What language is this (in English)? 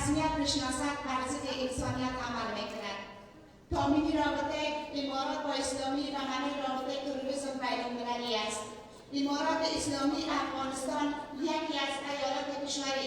Persian